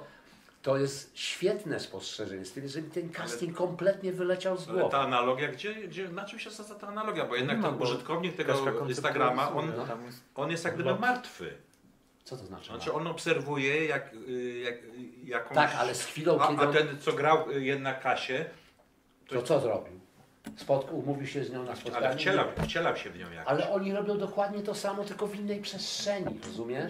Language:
Polish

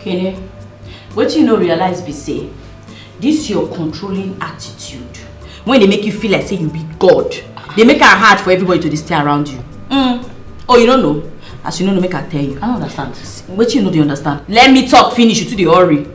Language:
Nigerian Pidgin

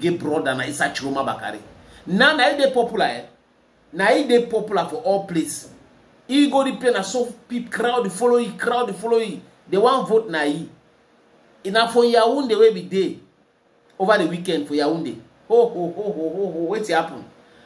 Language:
Nigerian Pidgin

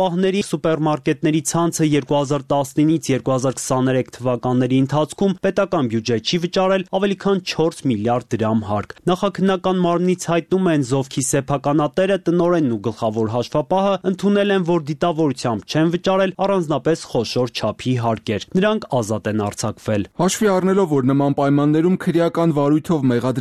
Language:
Armenian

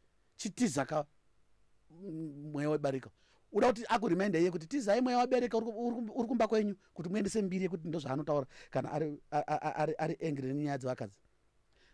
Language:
Shona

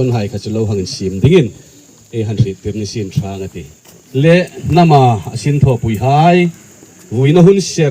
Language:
Hmar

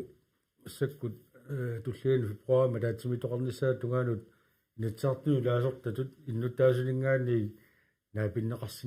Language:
Kalaallisut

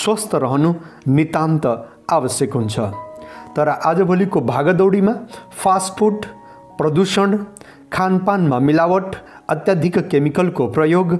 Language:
Nepali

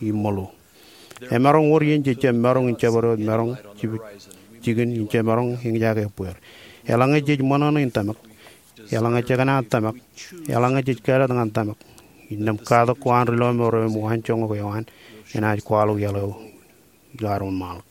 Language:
Marshallese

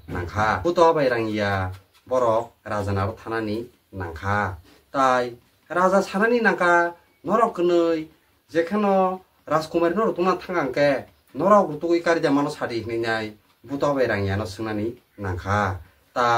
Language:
Kok Borok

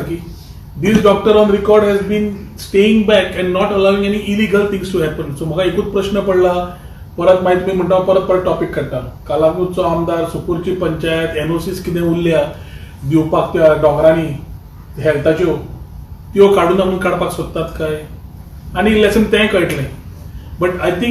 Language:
Konkani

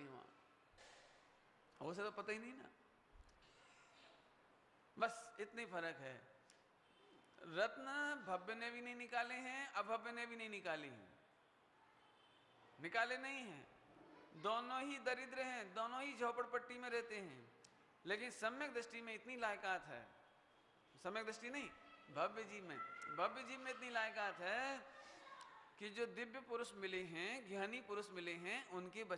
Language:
Hindi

